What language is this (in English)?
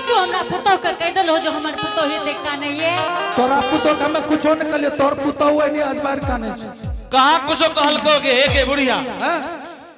Angika